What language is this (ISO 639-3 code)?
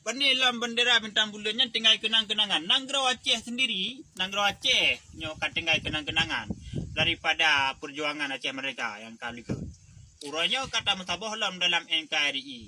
ace